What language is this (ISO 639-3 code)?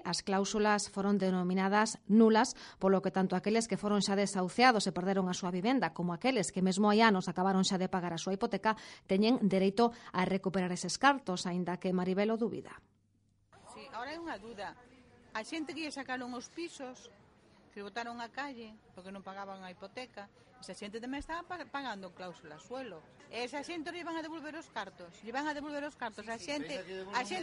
glg